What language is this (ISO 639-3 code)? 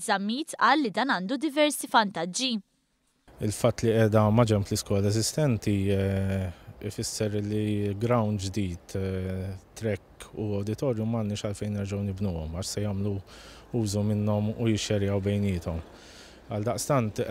mlt